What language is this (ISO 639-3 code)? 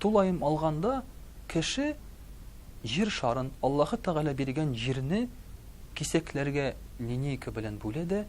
tat